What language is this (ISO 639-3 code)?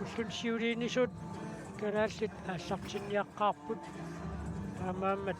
kal